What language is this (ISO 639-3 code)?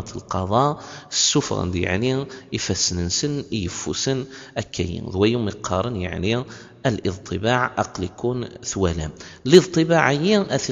kab